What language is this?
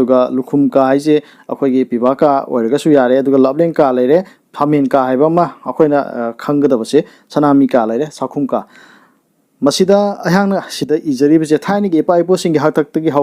Manipuri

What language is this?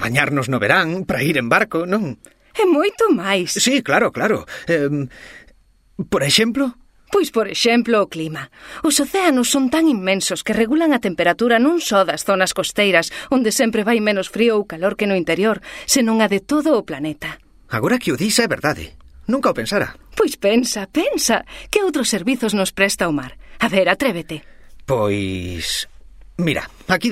Galician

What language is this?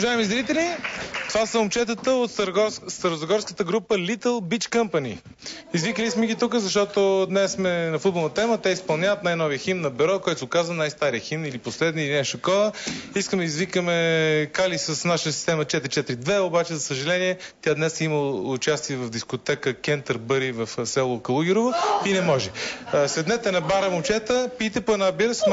Bulgarian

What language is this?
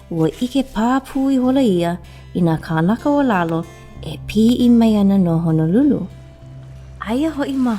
Hawaiian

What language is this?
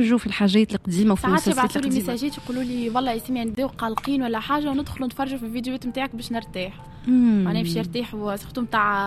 Tunisian Arabic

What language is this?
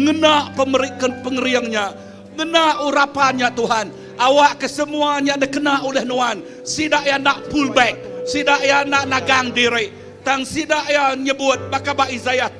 Iban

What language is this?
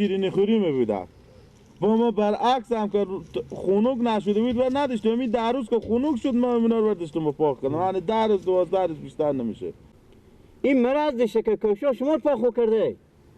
Persian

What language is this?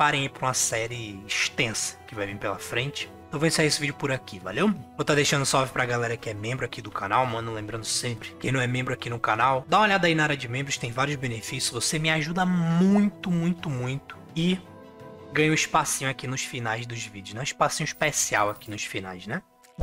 Portuguese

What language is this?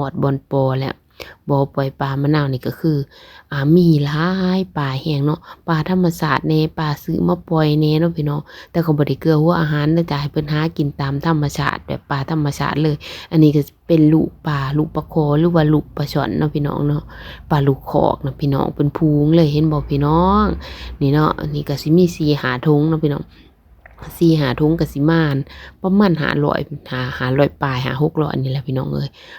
Lao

